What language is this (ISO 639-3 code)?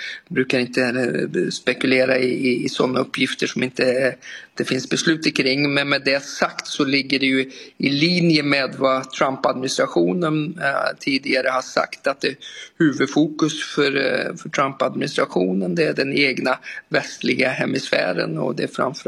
swe